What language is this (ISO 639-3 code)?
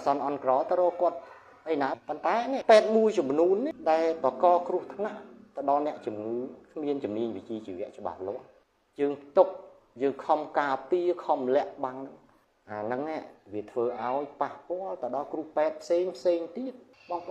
khm